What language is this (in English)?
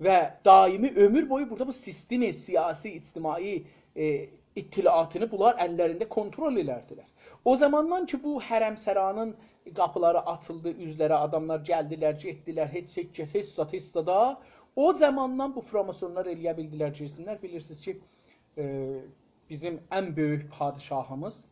South Azerbaijani